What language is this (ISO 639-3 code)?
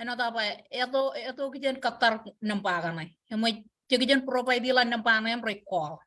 mah